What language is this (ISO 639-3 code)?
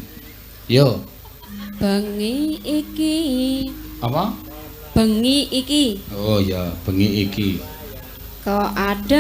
jav